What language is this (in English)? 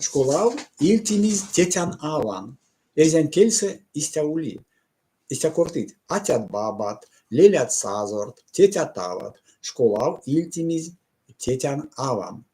Erzya